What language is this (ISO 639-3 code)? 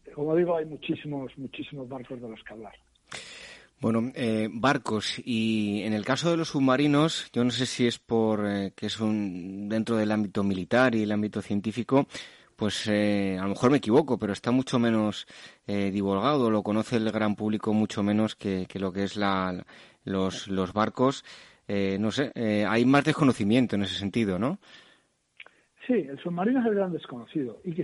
spa